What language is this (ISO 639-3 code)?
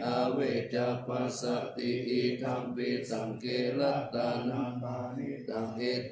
pli